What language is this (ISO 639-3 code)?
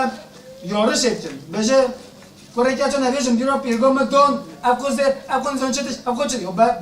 kur